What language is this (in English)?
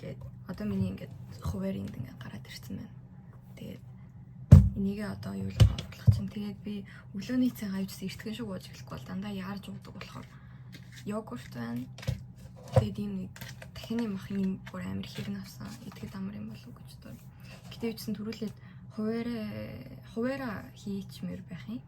Mongolian